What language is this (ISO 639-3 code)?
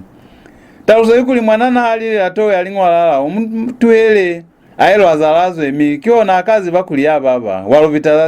loz